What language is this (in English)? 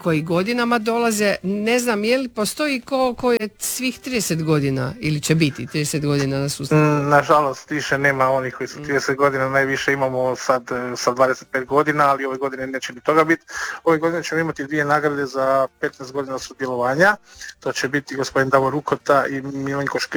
Croatian